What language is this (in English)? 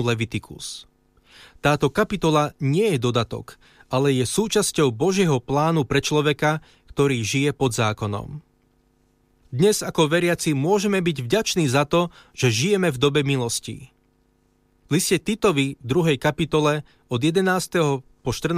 Slovak